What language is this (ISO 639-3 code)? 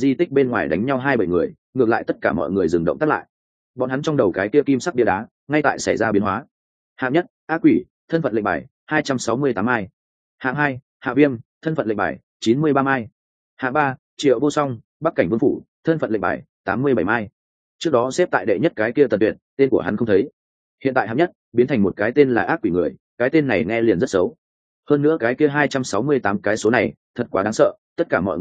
vie